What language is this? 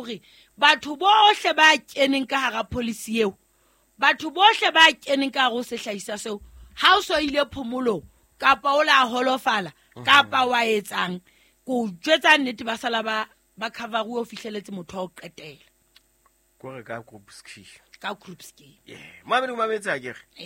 Southern Sotho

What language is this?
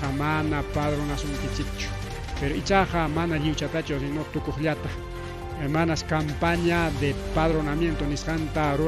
Ayacucho Quechua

